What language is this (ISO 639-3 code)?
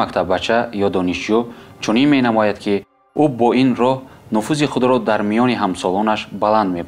tgk